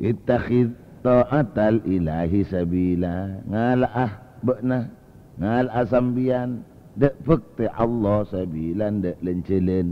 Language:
Madurese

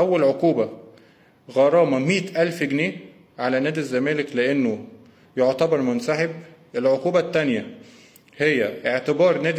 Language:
Egyptian Arabic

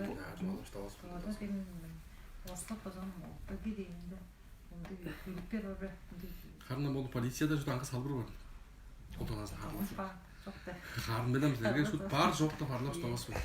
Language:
Tuvinian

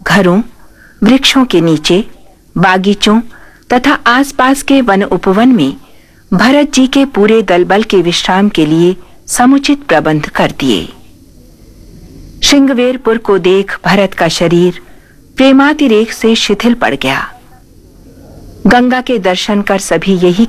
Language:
Hindi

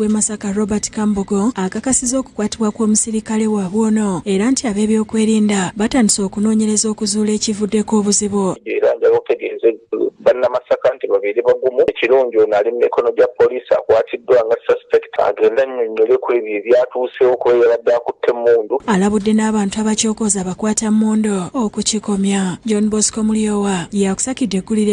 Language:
Ganda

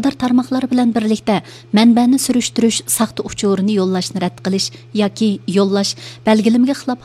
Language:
Uyghur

